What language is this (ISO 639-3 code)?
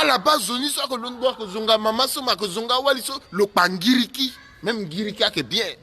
sag